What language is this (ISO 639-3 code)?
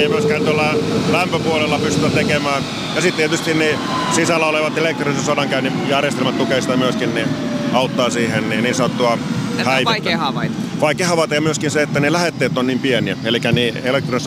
fin